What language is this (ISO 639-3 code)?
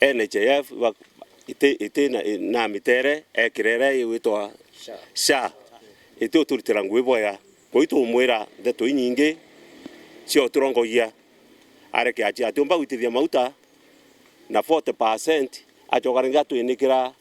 mer